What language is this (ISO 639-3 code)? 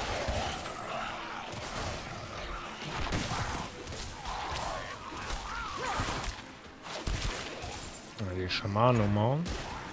deu